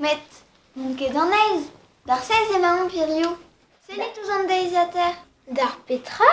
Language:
Breton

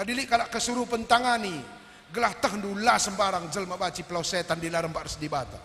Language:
Batak Karo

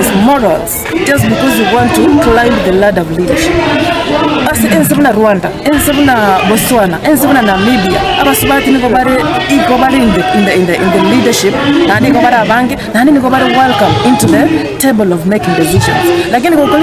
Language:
Gusii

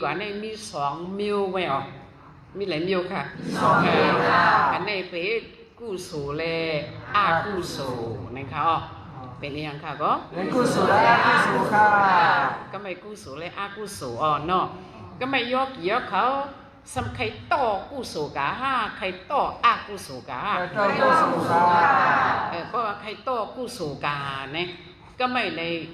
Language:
Shan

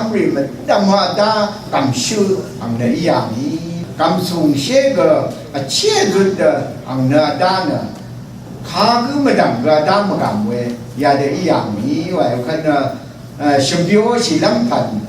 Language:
Rawang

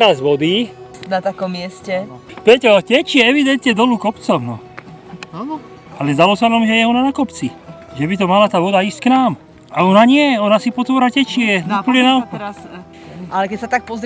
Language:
Slovak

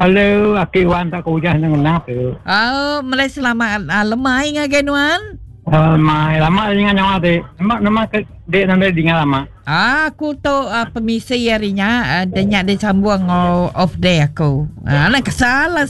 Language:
Iban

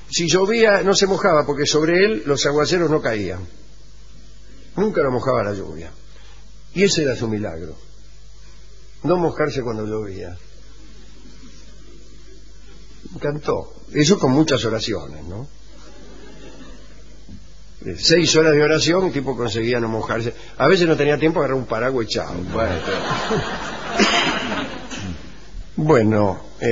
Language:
Spanish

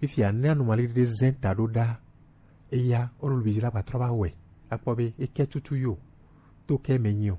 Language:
Gen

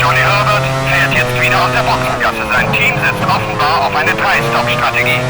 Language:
Bavarian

